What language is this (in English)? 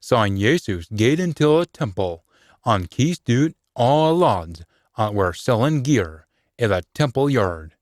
Scots